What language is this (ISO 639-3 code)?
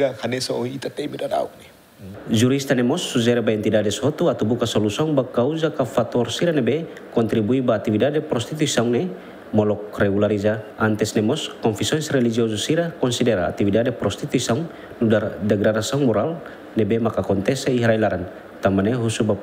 tet